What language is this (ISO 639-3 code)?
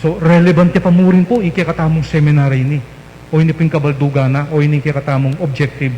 pam